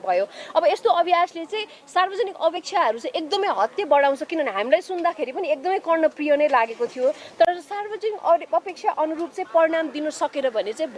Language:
Nepali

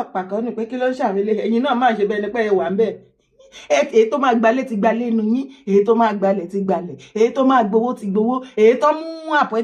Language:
Yoruba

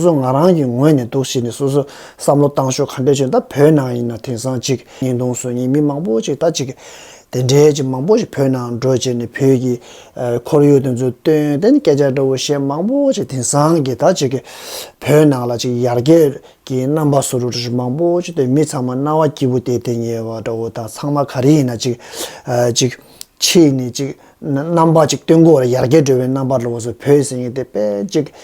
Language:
Tibetan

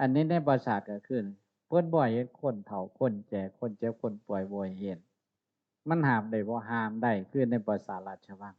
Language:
Northeastern Thai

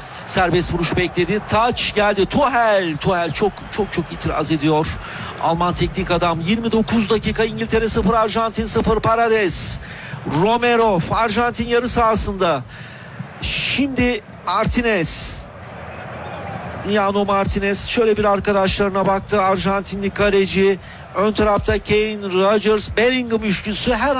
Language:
Turkish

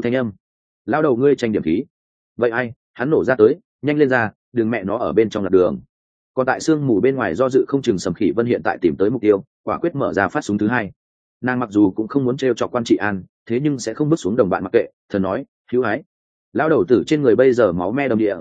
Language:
Vietnamese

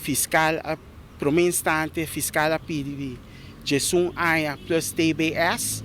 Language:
Papiamento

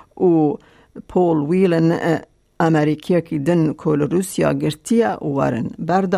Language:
Kurdish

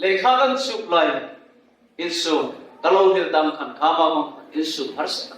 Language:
Hmar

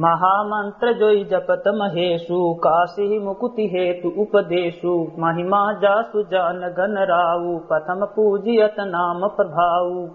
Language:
Awadhi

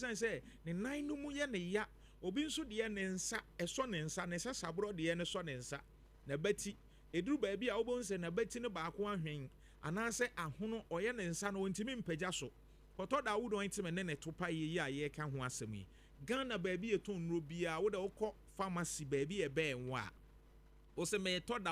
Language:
Akan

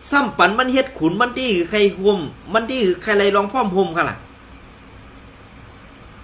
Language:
Shan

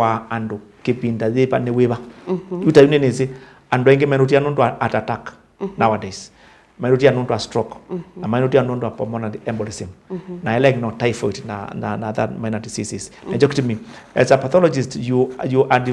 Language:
Kamba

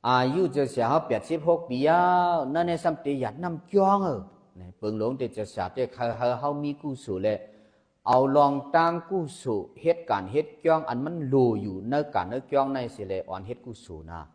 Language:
Shan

